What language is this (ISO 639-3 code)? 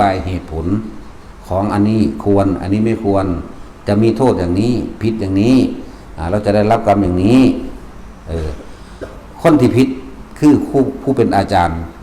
tts